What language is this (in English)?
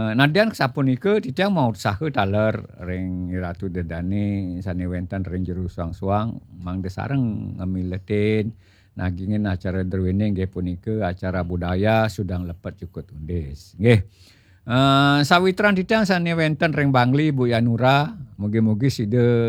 Balinese